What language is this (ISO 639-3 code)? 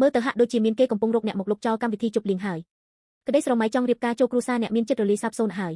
khm